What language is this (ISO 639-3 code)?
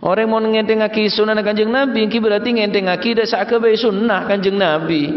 mad